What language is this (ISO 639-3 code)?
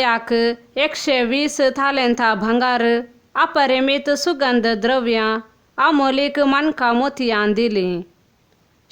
kok